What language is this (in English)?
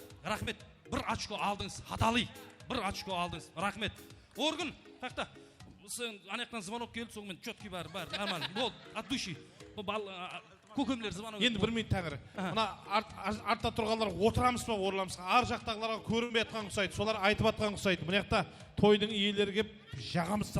Kara-Kalpak